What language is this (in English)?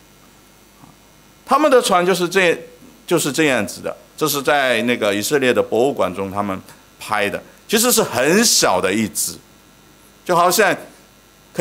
Chinese